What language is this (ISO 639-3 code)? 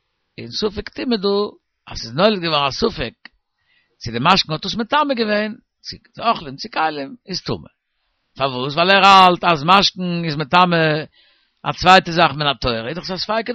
yid